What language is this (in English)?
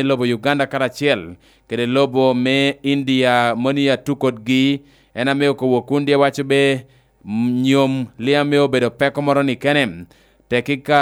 Lango (Uganda)